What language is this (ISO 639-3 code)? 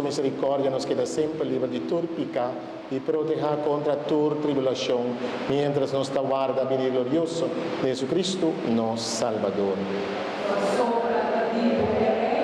pap